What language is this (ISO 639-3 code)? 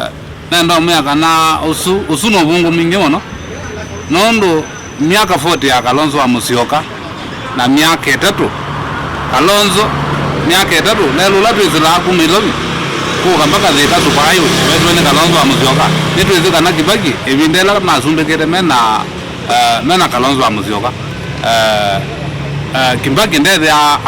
kam